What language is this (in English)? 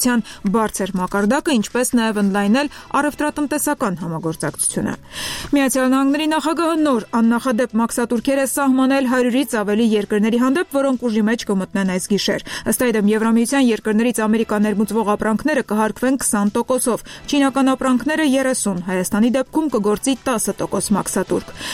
Armenian